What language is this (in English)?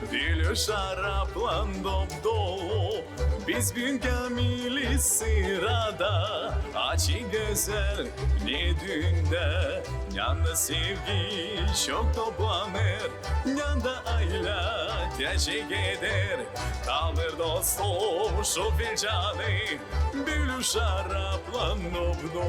Gagauz